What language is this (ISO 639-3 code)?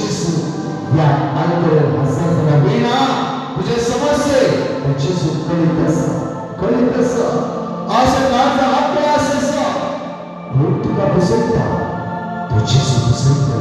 kok